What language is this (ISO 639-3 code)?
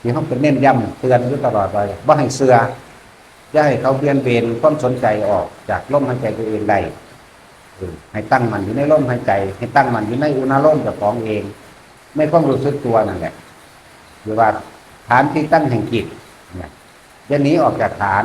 tts